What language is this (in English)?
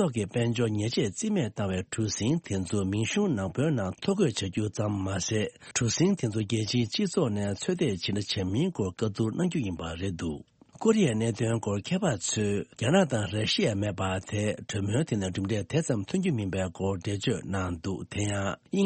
Tibetan